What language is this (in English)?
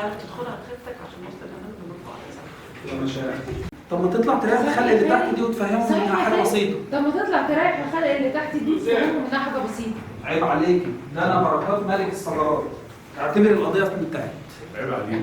Egyptian Arabic